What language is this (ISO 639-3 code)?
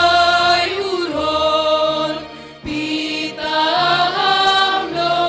bts